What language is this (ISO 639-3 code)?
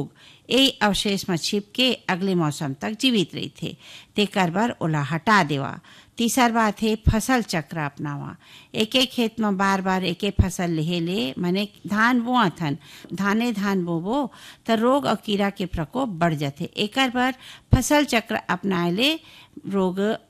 hne